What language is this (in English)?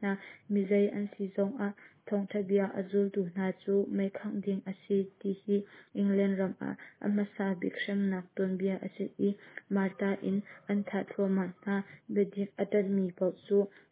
Hakha Chin